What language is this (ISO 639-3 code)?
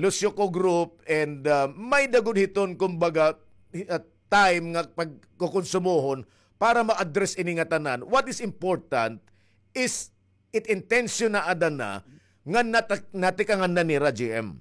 war